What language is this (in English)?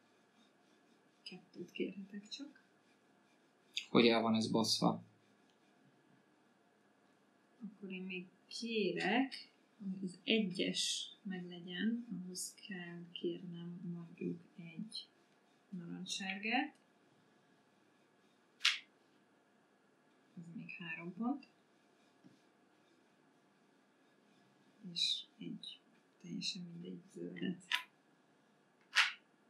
Hungarian